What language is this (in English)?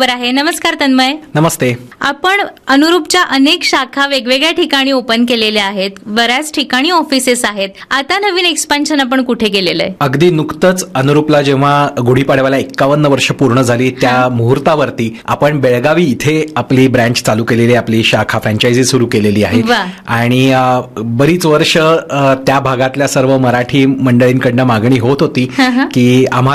Marathi